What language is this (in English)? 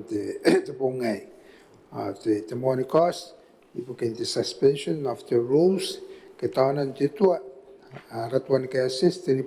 Gilbertese